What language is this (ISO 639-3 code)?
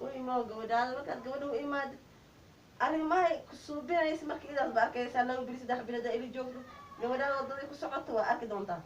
som